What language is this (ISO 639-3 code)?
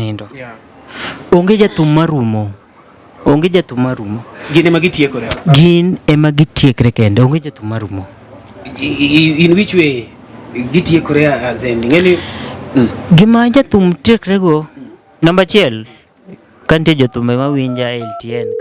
luo